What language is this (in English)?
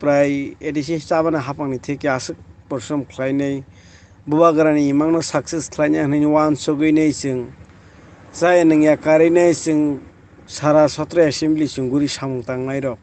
Kok Borok